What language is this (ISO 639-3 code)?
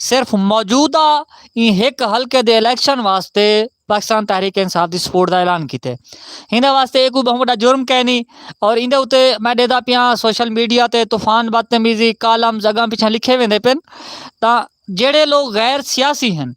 skr